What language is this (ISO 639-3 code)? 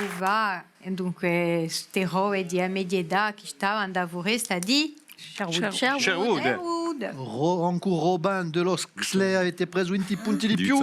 cos